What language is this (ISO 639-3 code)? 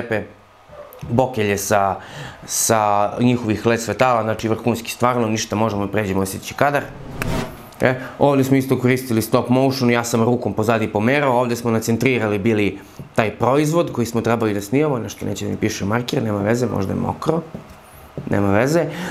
srp